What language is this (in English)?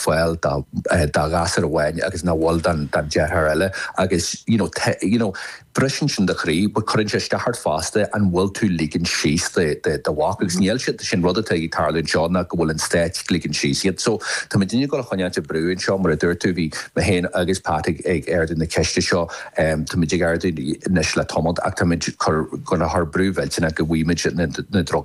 Irish